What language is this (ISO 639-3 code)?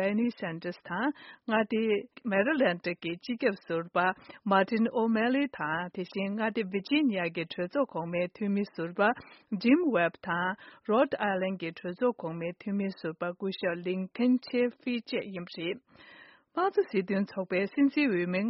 bod